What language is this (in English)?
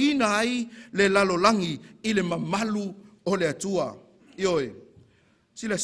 Samoan